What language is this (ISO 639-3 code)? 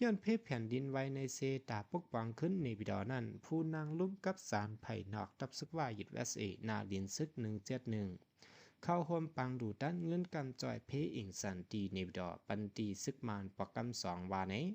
shn